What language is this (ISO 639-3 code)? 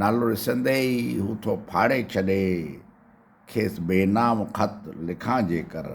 snd